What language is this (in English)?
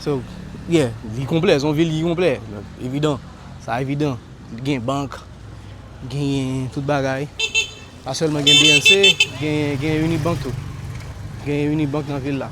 Haitian Creole